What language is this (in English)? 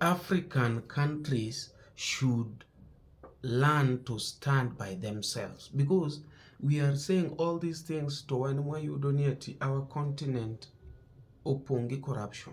Luo (Kenya and Tanzania)